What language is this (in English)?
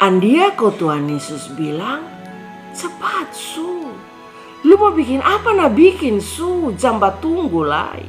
Kupang Malay